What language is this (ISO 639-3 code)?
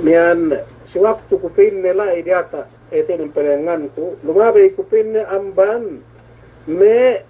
yka